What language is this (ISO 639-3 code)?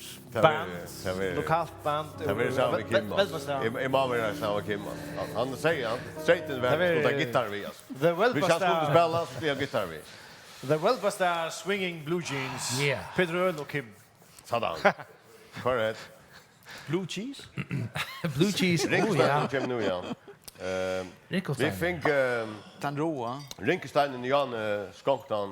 fao